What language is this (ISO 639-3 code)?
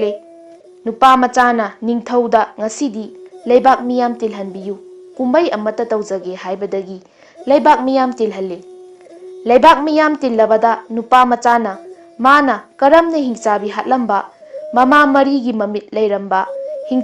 mni